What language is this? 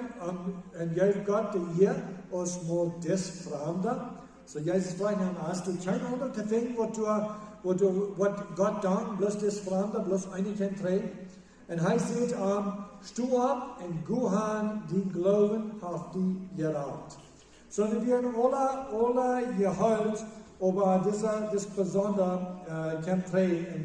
Plautdietsch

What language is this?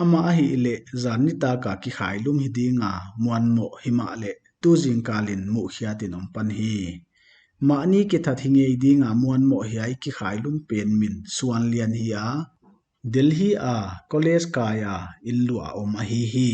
Paite Chin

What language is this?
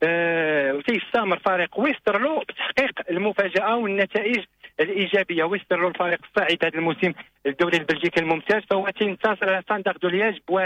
Moroccan Arabic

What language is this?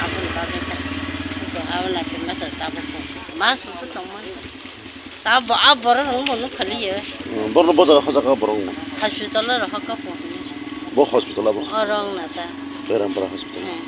Kok Borok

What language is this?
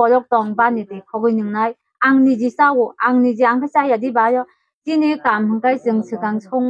Kok Borok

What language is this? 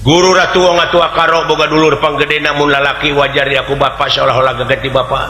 Sundanese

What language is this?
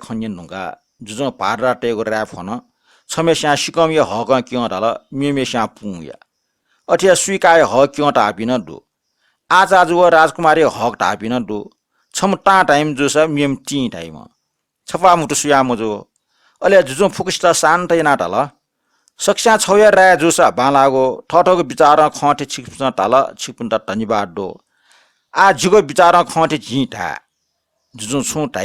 Newari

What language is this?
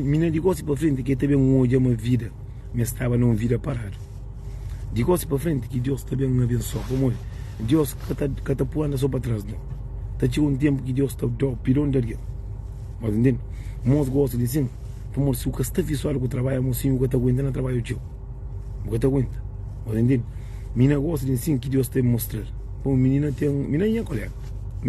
Kabuverdianu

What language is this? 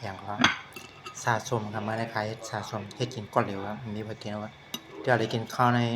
Shan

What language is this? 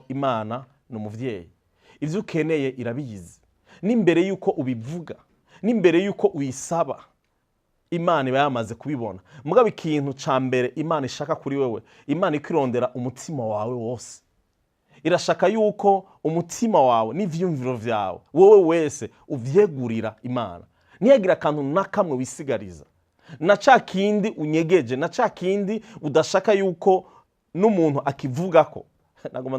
Rundi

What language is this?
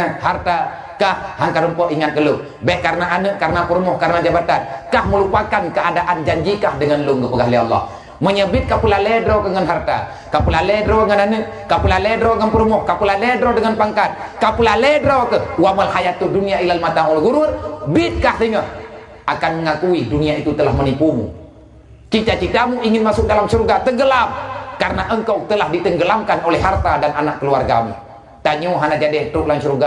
Achinese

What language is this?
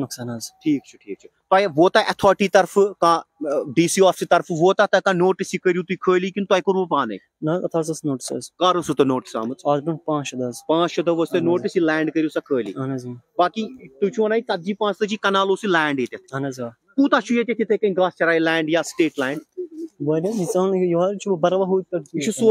Kashmiri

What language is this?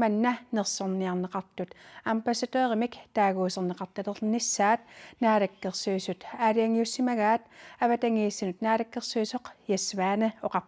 Kalaallisut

